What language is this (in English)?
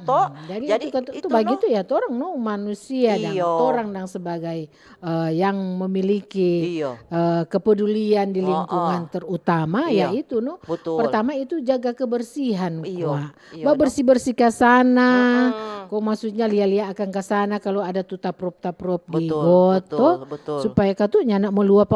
Manado Malay